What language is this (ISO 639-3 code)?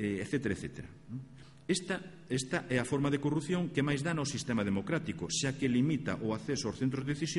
glg